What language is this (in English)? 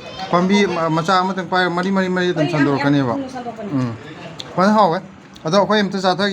Manipuri